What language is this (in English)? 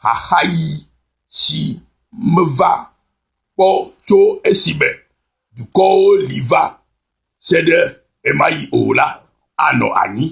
Ewe